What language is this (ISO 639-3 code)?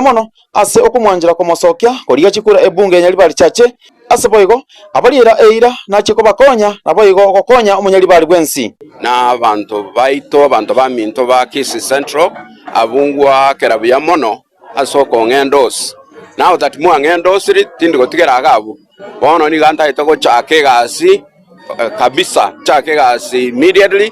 guz